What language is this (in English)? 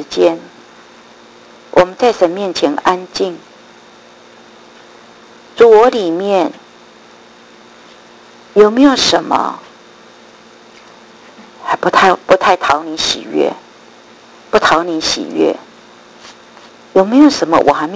Chinese